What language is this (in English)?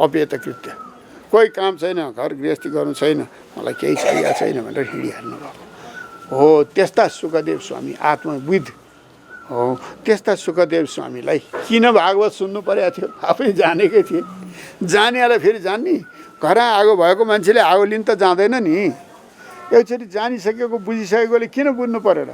Nepali